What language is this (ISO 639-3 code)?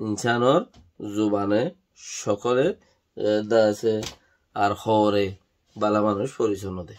rhg